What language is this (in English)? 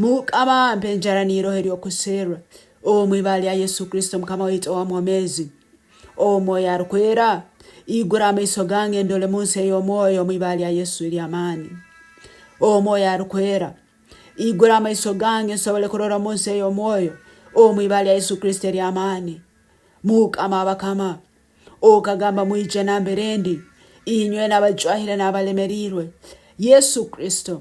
Nyankole